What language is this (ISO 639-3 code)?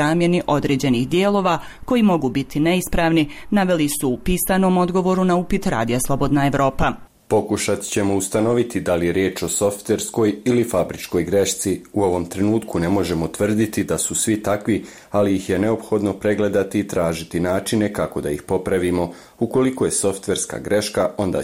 bos